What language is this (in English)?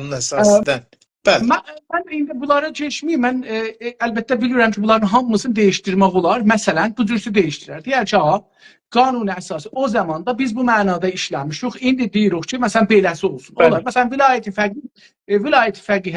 South Azerbaijani